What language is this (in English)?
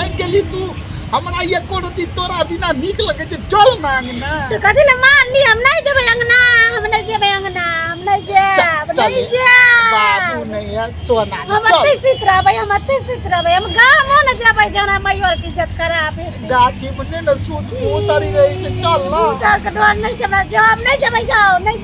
Maithili